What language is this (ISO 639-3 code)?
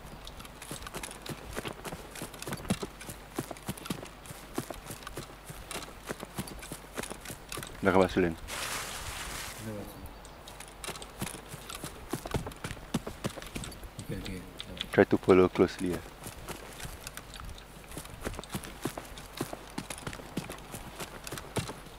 msa